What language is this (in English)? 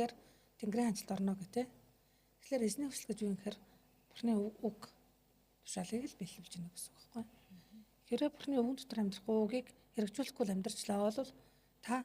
Mongolian